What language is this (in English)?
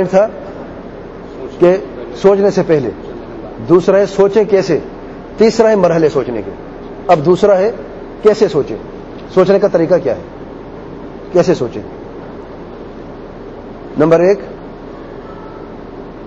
Urdu